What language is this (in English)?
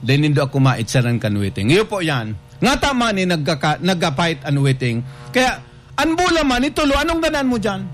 Bikol